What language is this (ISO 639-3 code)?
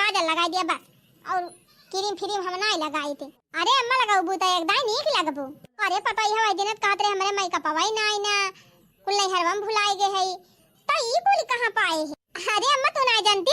awa